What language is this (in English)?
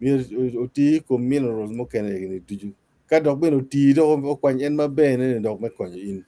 Acoli